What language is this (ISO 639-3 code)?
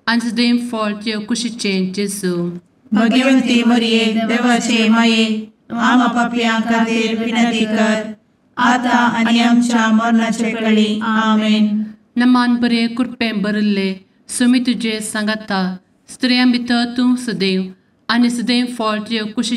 kok